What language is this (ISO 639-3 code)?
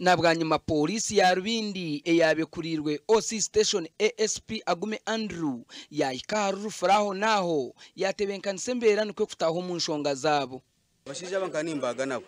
nyn